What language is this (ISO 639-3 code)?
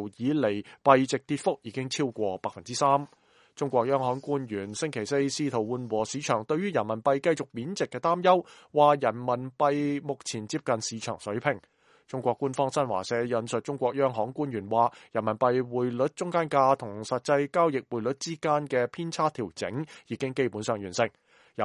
yue